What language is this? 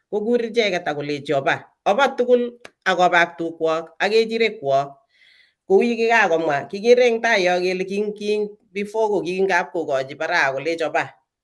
Kalenjin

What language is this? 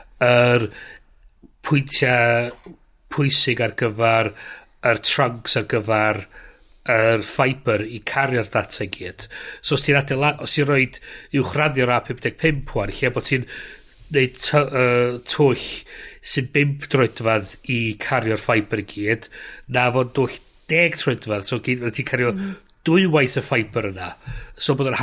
Welsh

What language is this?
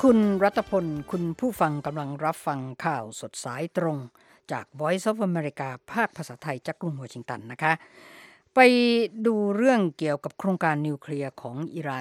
Thai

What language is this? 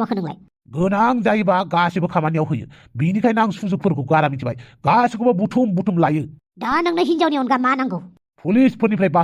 Bodo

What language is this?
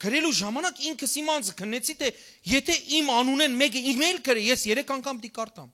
Western Armenian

